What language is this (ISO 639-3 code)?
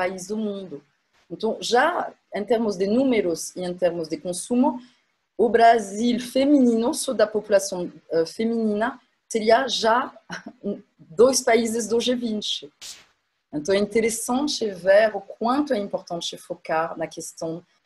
por